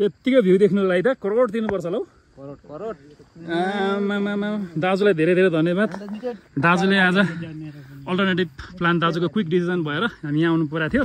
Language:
Nepali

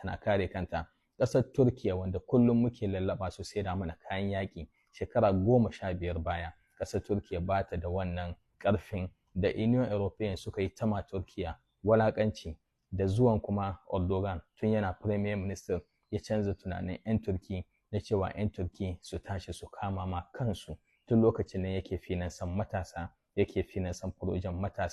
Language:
Hausa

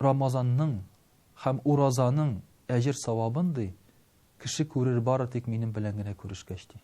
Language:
Tatar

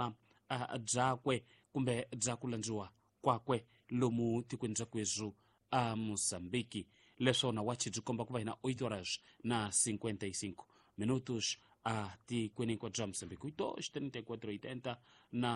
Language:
Tsonga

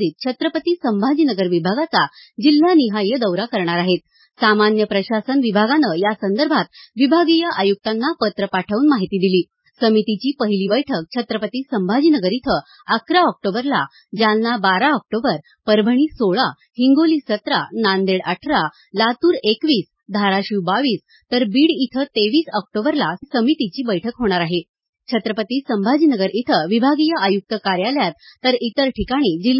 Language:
Marathi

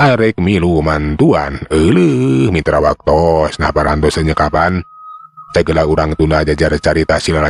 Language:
Sundanese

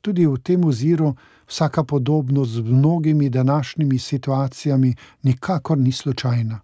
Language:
Slovenian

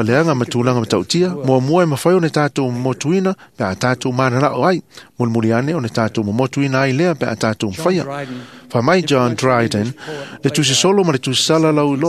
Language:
Samoan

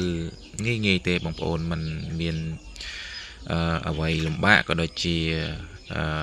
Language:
Khmer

